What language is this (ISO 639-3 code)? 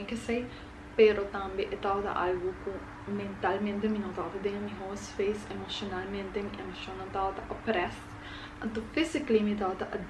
pap